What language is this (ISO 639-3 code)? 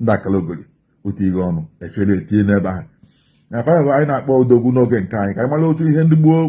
ibo